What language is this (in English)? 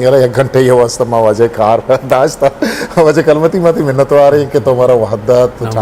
Eastern Balochi